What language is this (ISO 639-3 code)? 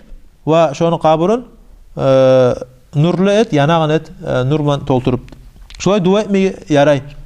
kum